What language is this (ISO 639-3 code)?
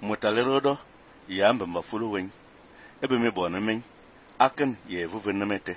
fan